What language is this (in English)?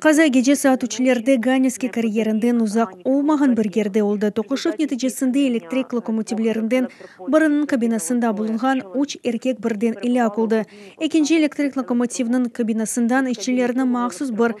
Crimean Tatar